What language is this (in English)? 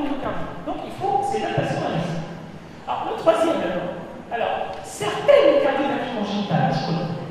French